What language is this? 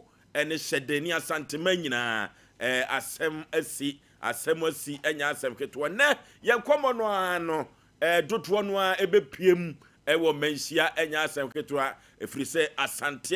Akan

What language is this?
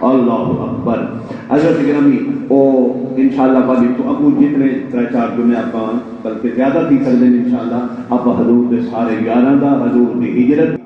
Saraiki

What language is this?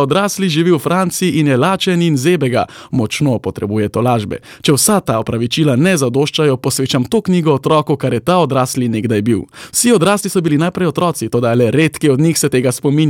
Slovenian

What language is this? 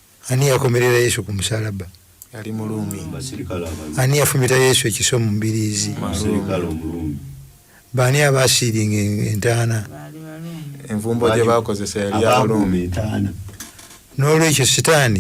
Ganda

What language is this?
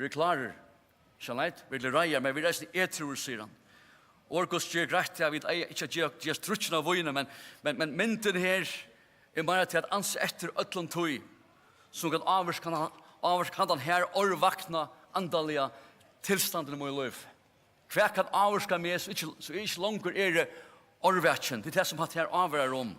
Faroese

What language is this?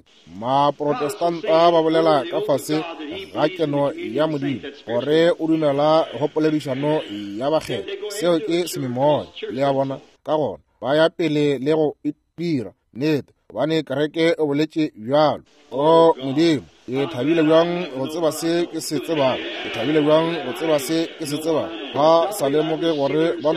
Northern Sotho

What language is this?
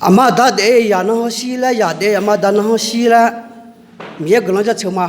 Akha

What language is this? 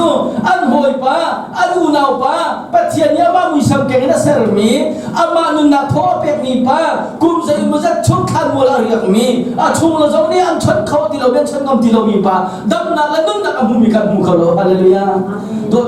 Hakha Chin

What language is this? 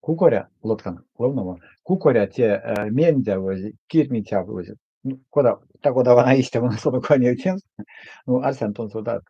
Erzya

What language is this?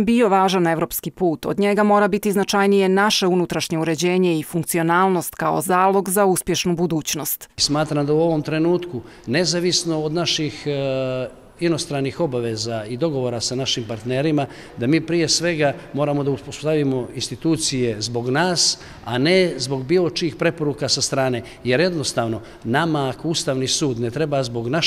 Bosnian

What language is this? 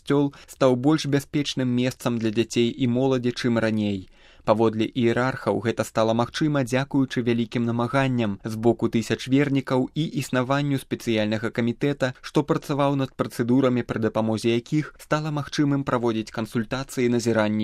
Belarusian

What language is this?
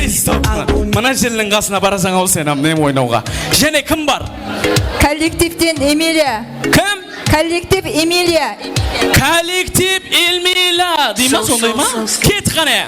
Kara-Kalpak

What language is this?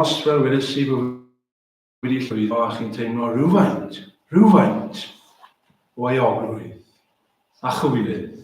Welsh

